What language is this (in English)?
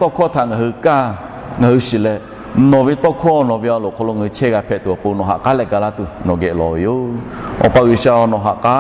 Lahu